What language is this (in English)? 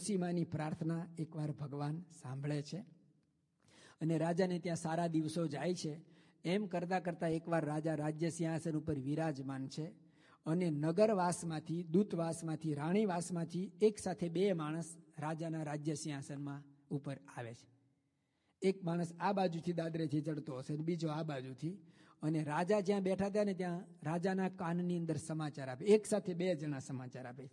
Gujarati